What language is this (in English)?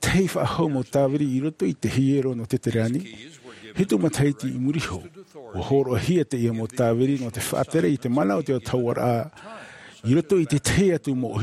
Tahitian